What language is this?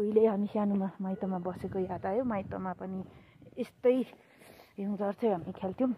Nepali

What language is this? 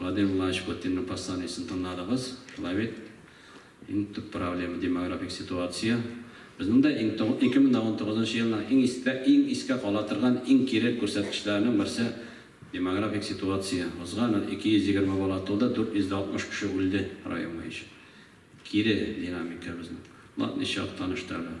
Tatar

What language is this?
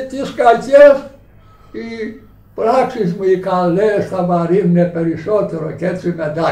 Greek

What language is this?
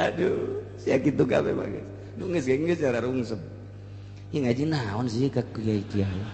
Sundanese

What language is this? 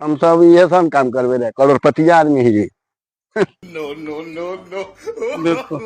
Magahi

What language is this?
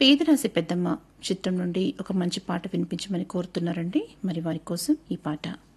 Telugu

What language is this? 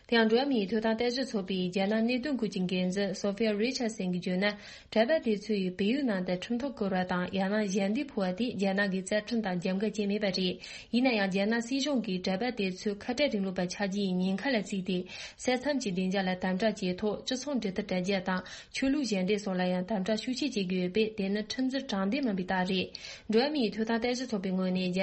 Tibetan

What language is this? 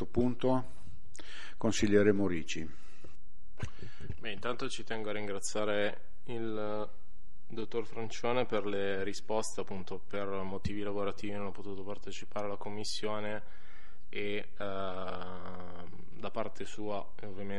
Italian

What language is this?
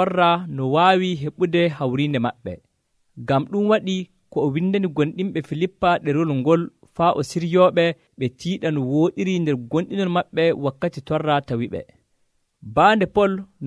Nigerian Fulfulde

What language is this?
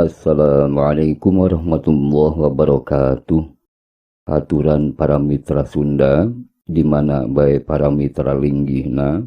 Sundanese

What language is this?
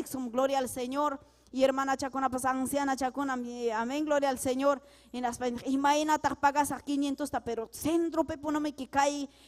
Ayacucho Quechua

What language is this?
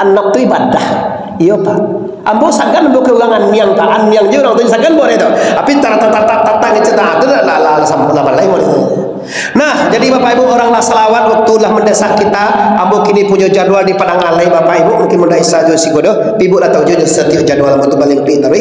Minangkabau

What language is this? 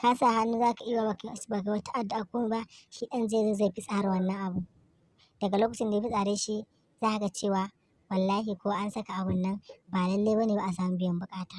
Hausa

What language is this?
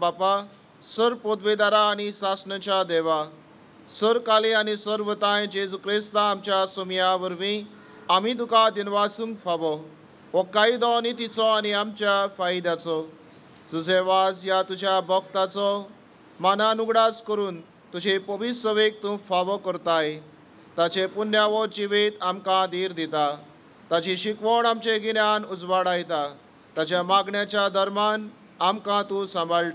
Konkani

